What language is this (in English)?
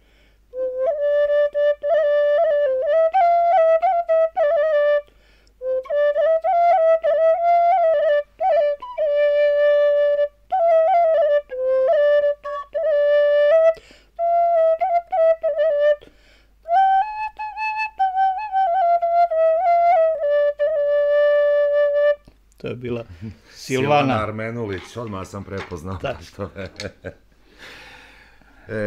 Bosnian